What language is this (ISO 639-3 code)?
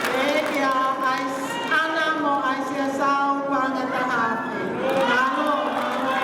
ton